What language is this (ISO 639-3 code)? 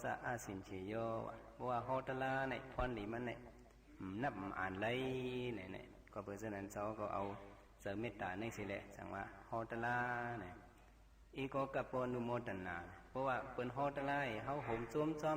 shn